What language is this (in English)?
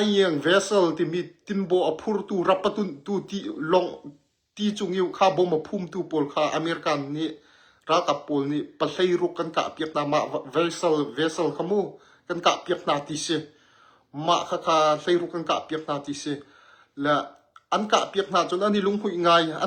Hakha Chin